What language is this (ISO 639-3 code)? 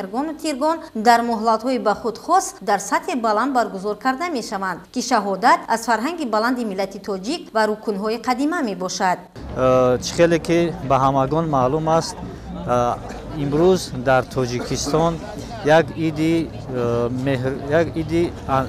tgk